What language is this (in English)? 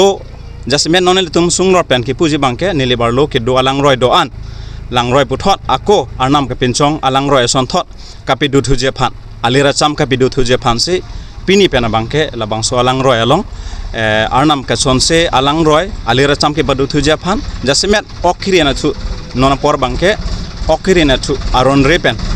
Karbi